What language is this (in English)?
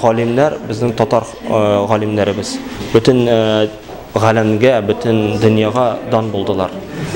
Tatar